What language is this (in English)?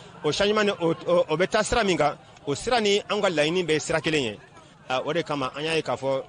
Bambara